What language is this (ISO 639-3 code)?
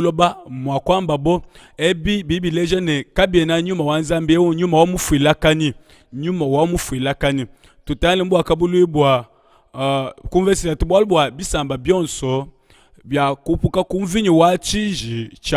lua